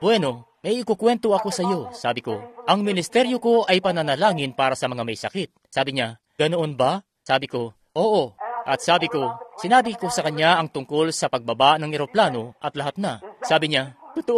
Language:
Filipino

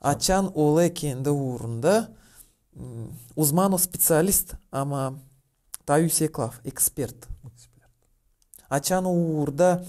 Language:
Gagauz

